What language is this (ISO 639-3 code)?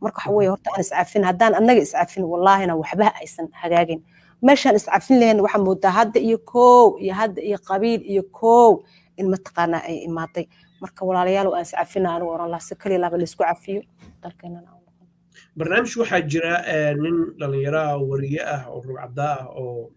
som